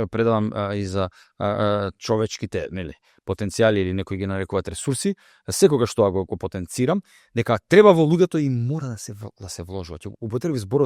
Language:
Macedonian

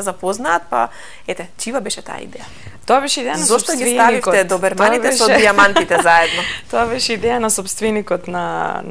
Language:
Macedonian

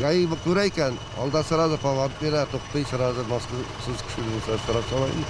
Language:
Tatar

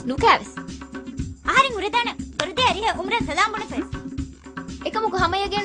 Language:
Divehi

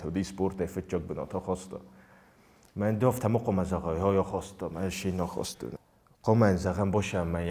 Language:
Ossetic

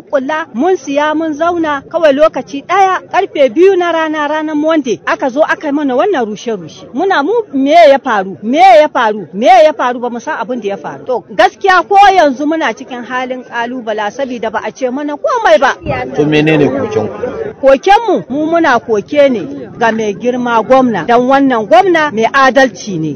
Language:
Hausa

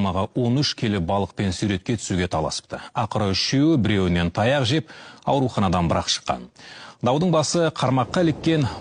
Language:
Kazakh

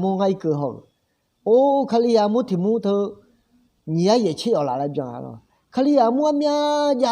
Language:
Akha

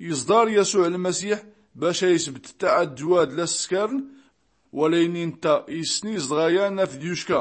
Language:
Tachelhit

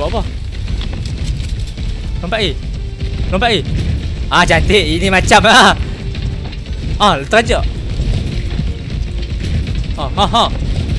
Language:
Malay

